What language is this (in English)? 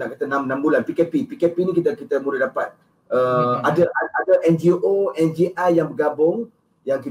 Malay